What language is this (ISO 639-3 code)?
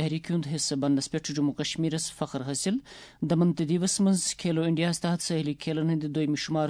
kas